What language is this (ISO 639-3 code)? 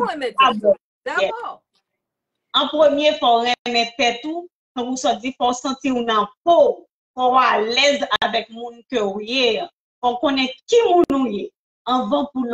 hat